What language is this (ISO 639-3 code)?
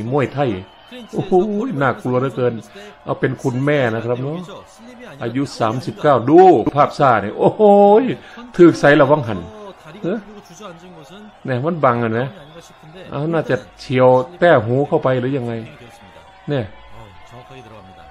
tha